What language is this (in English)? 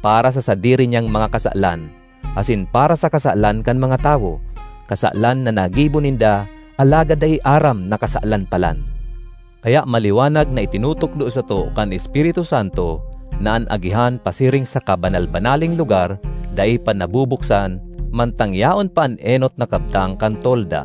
Bikol